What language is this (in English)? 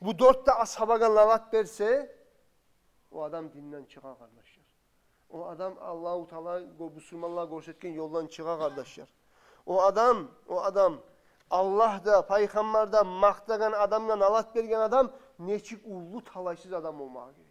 Kumyk